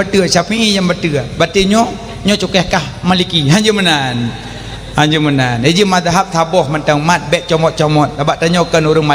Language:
Achinese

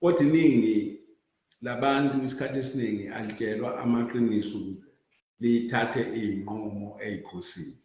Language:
Zulu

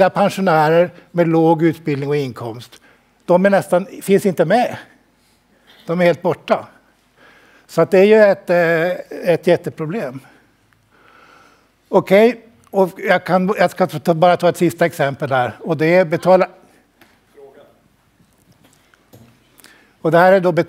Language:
Swedish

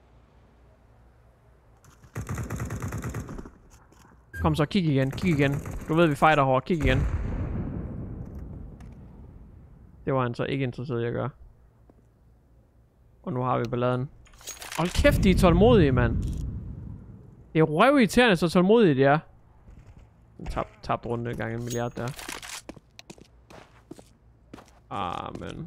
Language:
Danish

